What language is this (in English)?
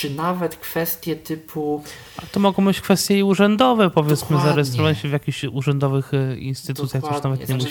Polish